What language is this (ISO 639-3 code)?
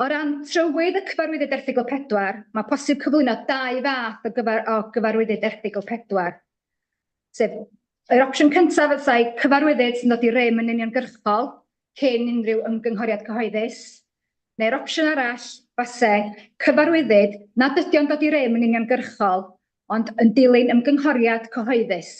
cym